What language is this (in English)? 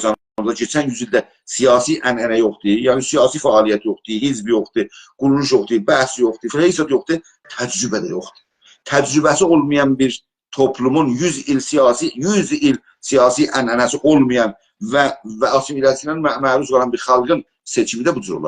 South Azerbaijani